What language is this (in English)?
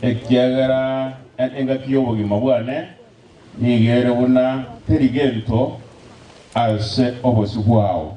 Gusii